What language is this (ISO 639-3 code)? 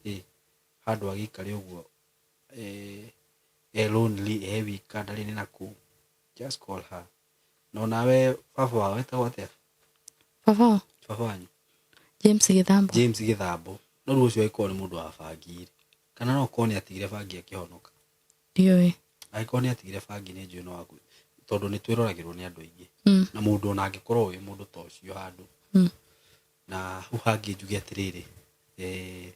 kik